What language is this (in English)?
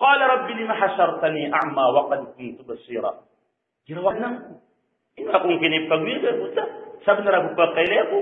Maranao